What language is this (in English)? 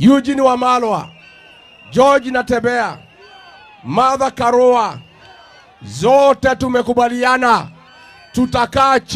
Meru